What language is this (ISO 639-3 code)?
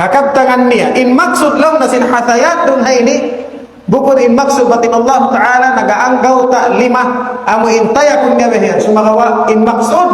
tsg